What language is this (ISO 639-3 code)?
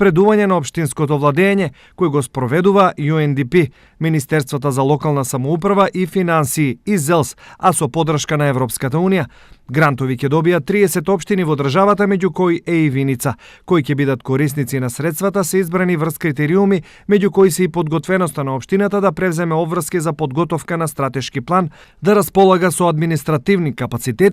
mkd